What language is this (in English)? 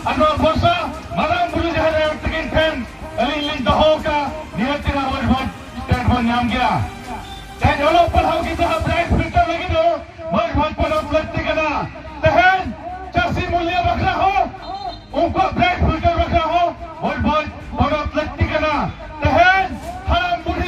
Santali